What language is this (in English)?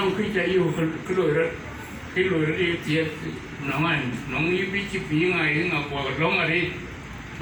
Dinka